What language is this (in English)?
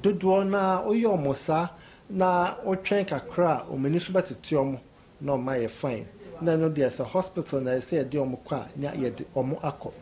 Akan